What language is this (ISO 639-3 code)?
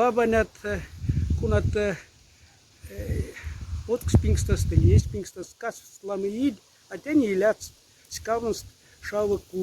mdf